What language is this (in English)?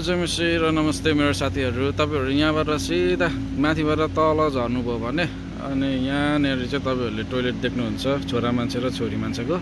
Nepali